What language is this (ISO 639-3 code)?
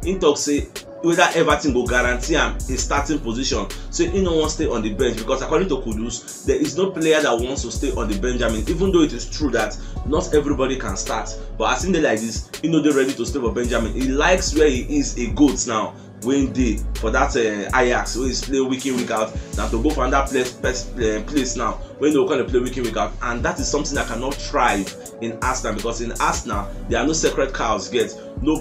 pcm